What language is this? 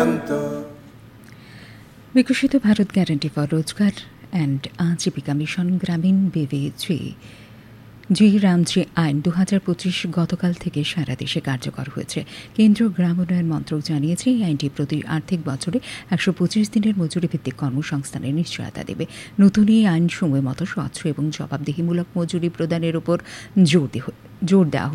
Bangla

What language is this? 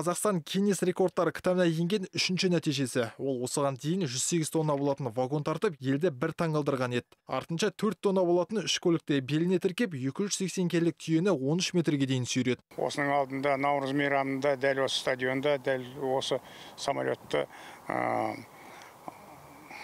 Kazakh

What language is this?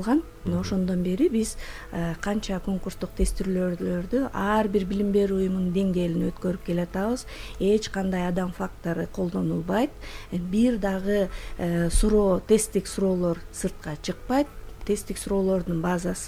Kyrgyz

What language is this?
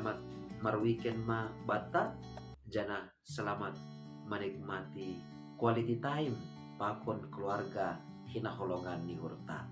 Batak Simalungun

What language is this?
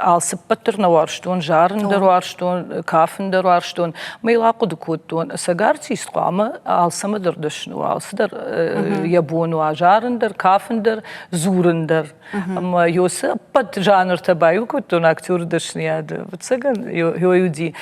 Ossetic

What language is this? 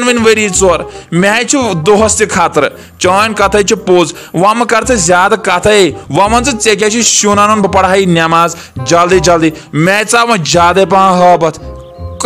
Kashmiri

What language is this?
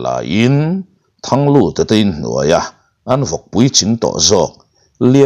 Mizo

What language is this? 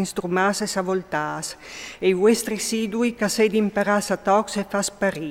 Friulian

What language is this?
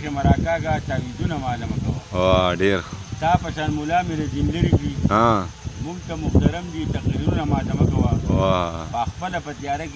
Pashto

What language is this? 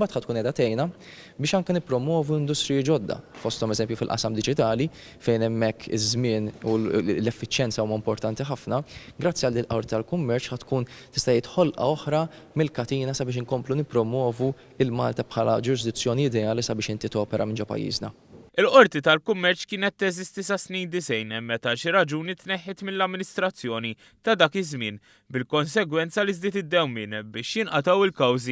Maltese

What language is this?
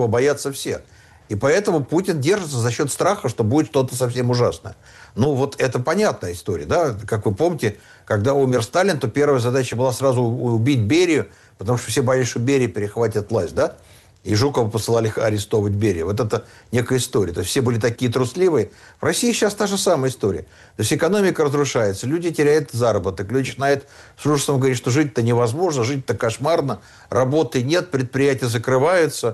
Russian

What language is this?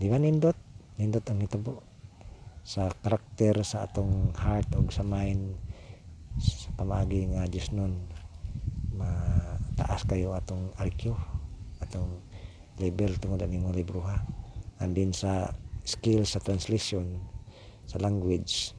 Cebuano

